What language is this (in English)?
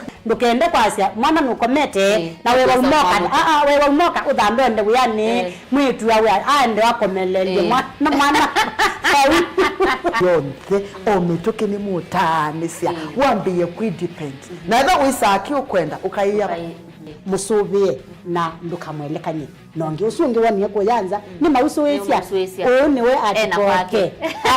Kamba